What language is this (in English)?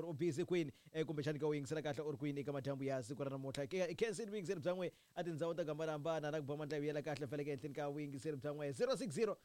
Tsonga